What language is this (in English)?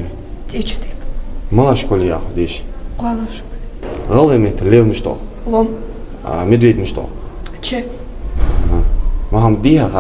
Ingush